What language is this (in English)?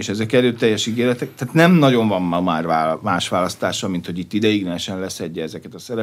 Hungarian